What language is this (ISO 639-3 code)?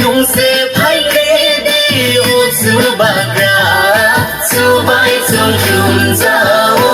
ria